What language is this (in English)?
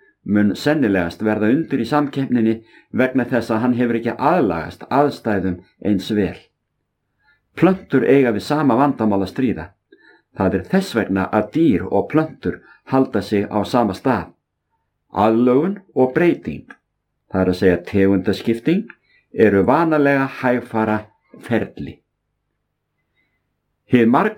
Icelandic